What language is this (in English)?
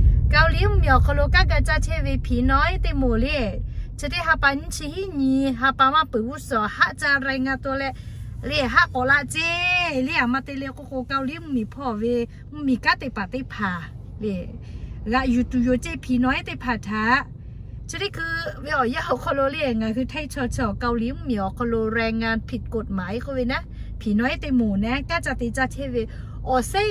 Lahu